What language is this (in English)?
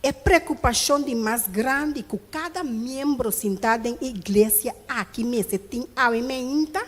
Papiamento